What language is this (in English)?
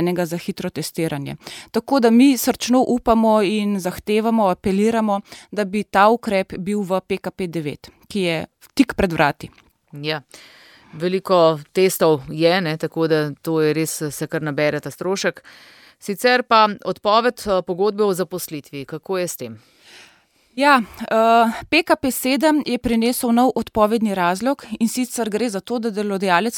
Slovenian